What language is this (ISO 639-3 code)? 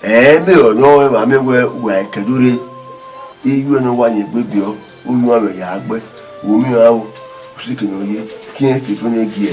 bin